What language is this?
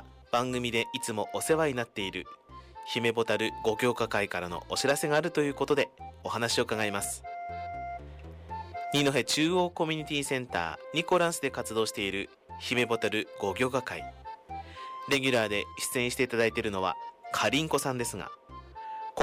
Japanese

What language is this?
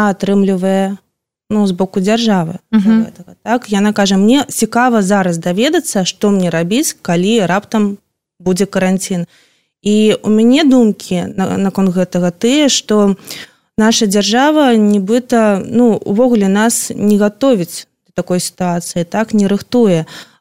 Belarusian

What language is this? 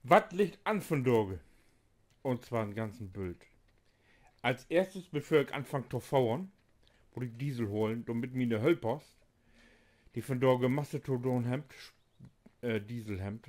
Low German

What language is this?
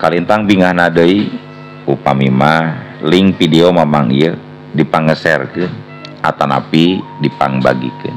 Sundanese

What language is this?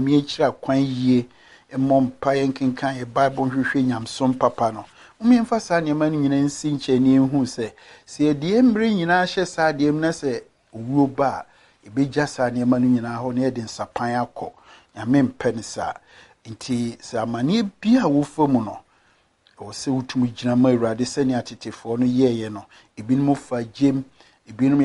Akan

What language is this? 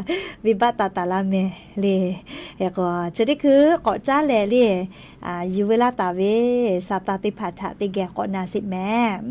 Lahu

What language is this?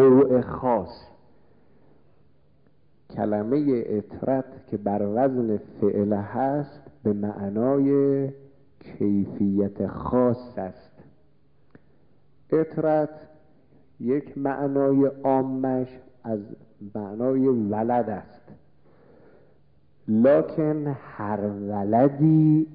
Persian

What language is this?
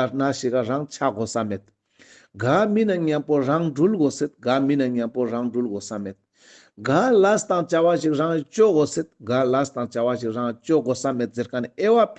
Ladakhi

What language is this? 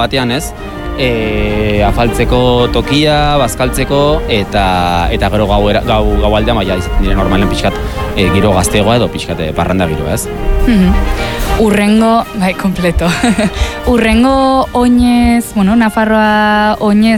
Basque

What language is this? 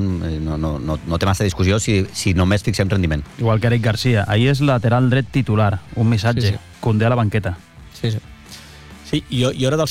Catalan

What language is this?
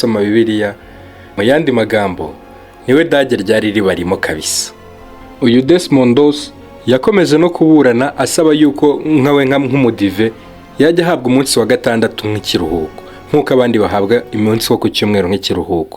Kinyarwanda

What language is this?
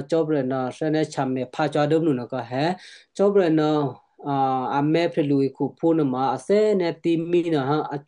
Western Kayah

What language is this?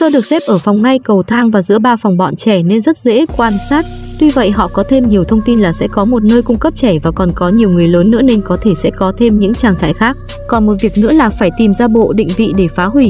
Vietnamese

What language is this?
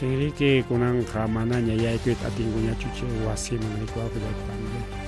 Ayacucho Quechua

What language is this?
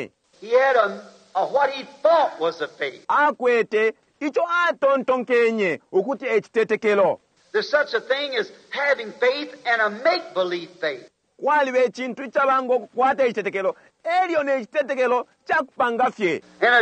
Bemba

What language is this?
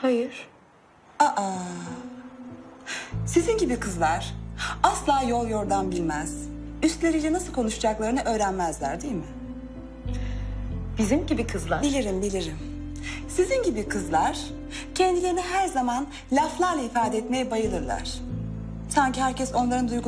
Turkish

